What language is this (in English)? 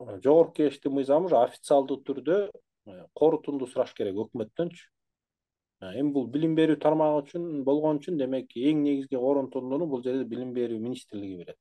Kyrgyz